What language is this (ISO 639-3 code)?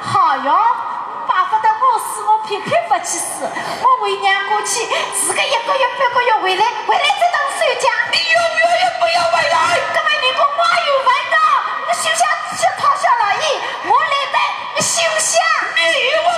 wuu